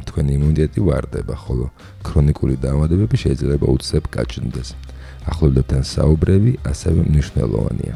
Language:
Georgian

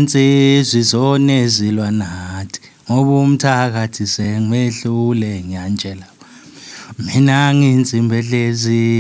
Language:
Zulu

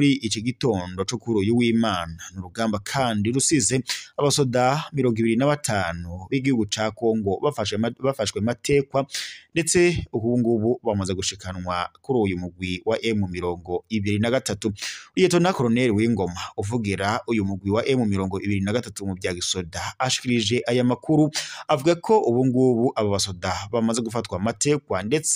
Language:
Rundi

